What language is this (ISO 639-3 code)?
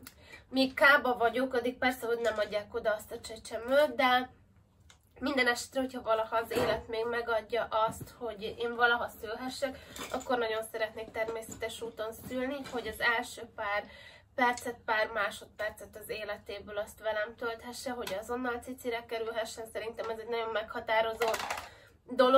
hun